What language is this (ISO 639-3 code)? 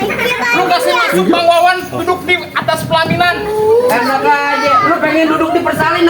bew